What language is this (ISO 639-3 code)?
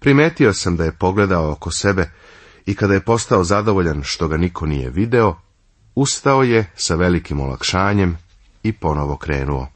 srp